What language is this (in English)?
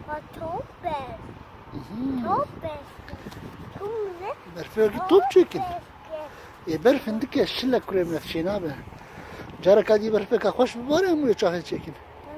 Kurdish